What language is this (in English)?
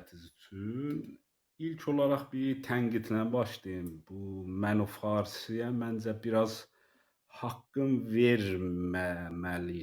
South Azerbaijani